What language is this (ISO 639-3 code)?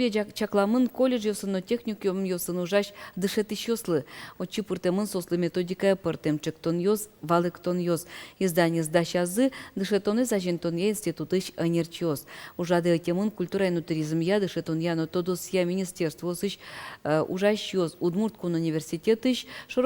udm